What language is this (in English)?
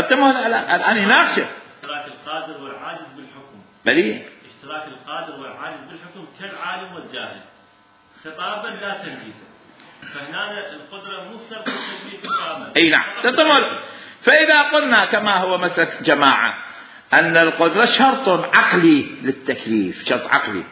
Mesopotamian Arabic